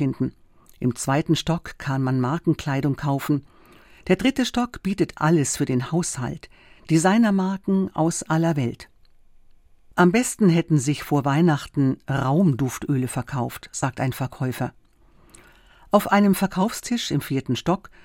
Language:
German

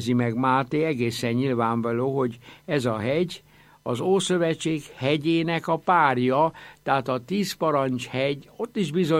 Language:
Hungarian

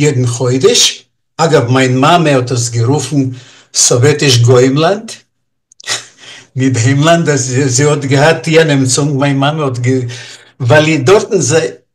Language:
Yiddish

